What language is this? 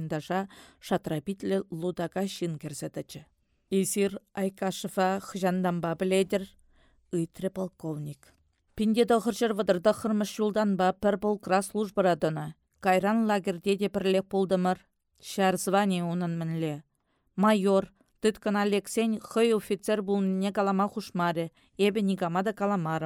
Chuvash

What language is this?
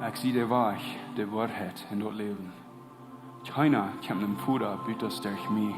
Plautdietsch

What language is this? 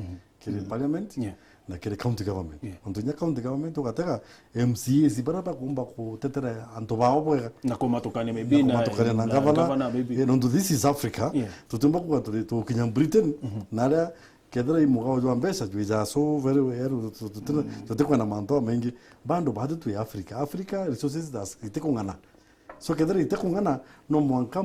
Meru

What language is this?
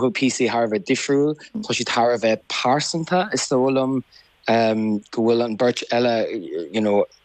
Irish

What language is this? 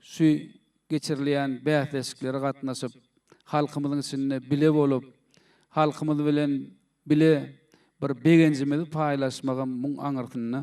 Turkmen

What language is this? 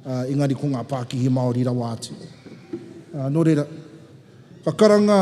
Māori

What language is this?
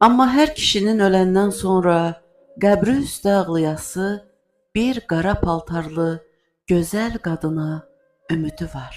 Azerbaijani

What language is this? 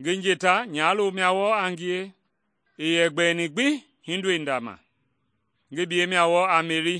Mende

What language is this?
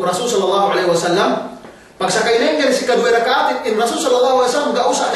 Yakan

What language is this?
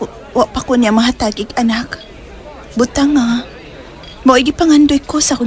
Cebuano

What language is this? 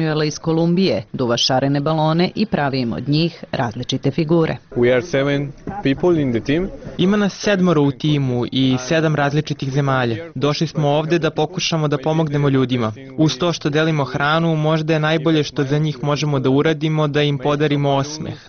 Serbian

